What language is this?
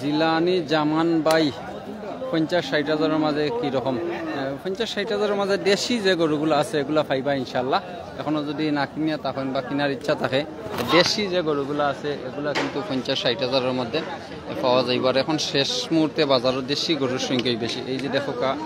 Sylheti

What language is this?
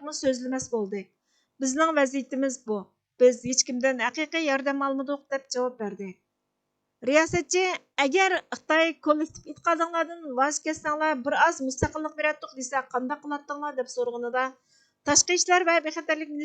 Uyghur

